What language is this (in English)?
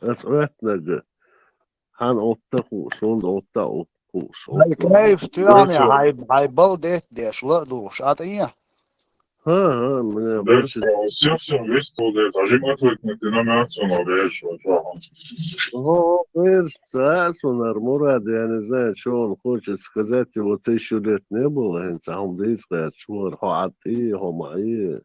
Chechen